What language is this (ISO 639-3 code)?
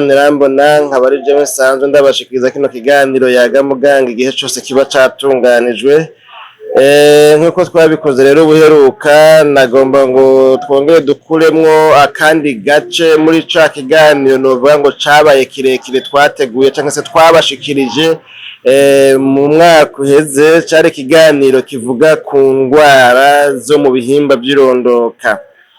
run